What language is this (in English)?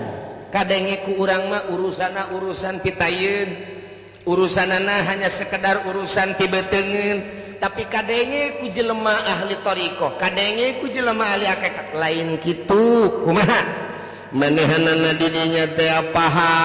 Sundanese